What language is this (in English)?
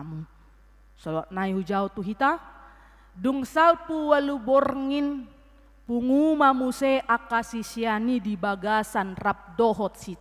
Batak Toba